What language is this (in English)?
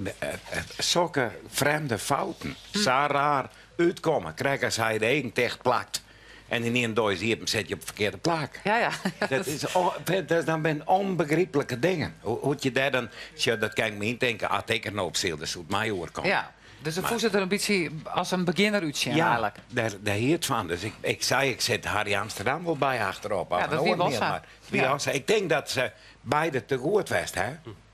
Western Frisian